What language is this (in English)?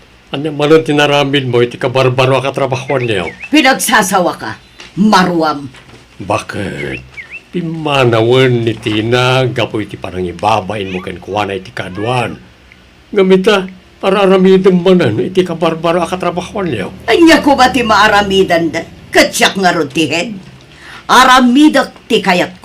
Iloko